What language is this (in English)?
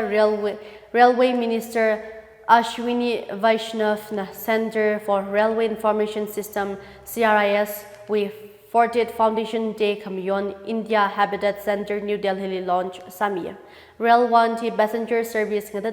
Tangkhul Naga (India)